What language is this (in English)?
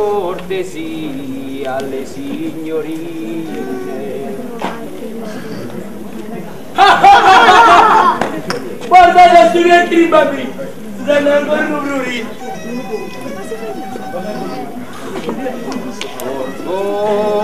Italian